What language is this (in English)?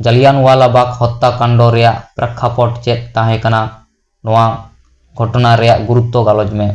Santali